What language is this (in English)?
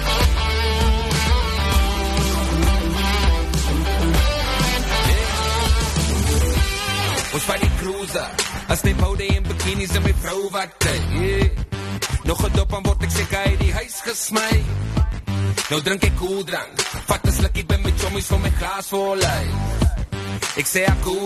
Afrikaans